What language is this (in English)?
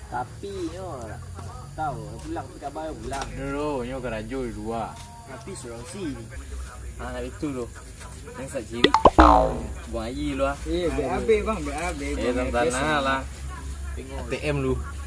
Minangkabau